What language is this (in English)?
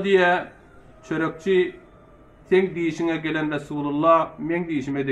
Turkmen